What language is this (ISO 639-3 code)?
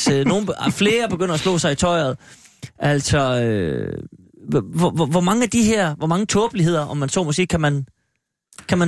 dan